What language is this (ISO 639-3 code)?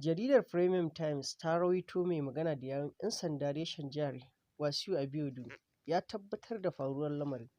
hau